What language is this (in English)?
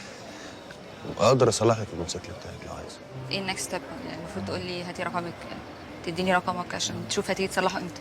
Egyptian Arabic